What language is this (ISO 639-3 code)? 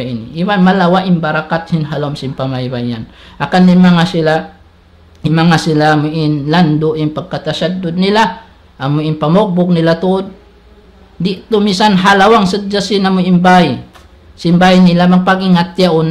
tsg